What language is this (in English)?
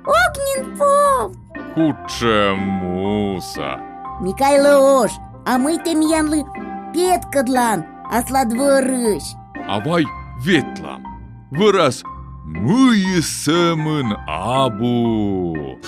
Komi